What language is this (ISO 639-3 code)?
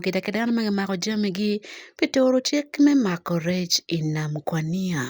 ach